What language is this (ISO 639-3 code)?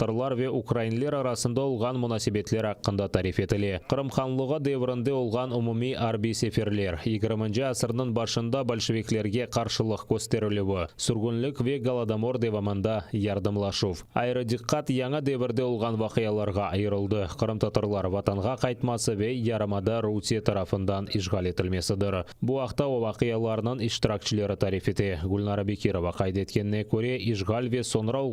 crh